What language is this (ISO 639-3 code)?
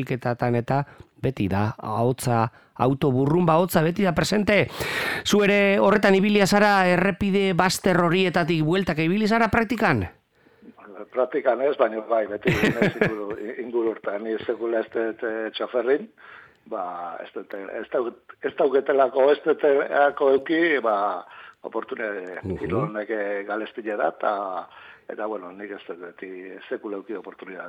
eus